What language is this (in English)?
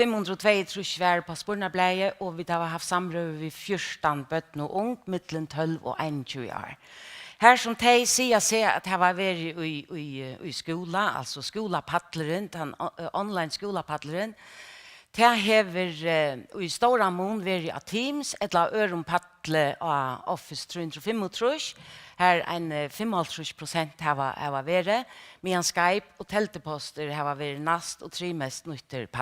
Faroese